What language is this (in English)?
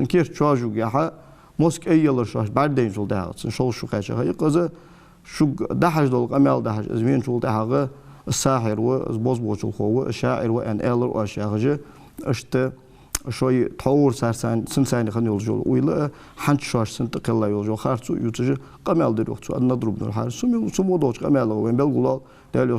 Ingush